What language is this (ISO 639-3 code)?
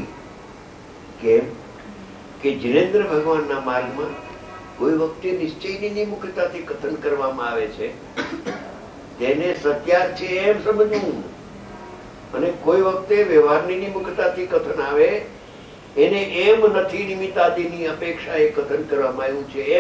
guj